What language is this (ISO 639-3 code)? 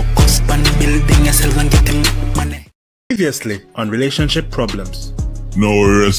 jam